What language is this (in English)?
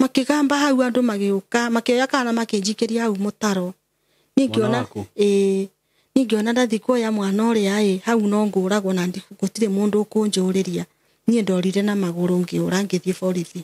Kikuyu